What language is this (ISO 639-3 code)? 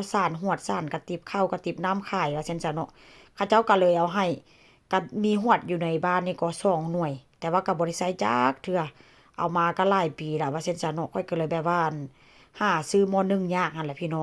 tts